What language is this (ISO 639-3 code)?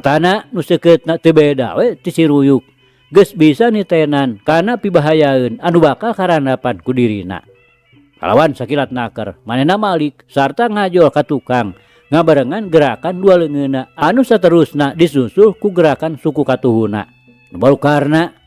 sun